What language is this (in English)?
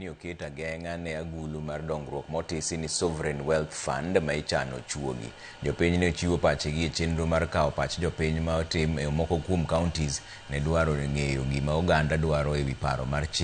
Luo (Kenya and Tanzania)